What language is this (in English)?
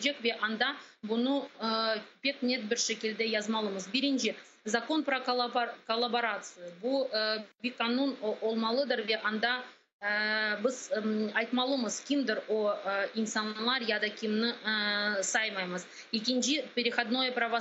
Crimean Tatar